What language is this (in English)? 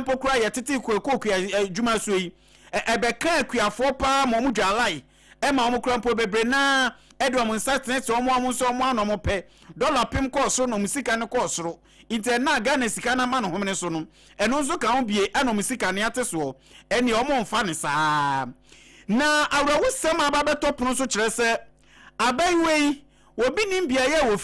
Akan